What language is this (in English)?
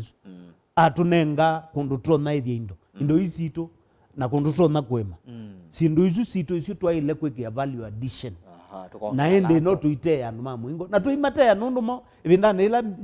Kamba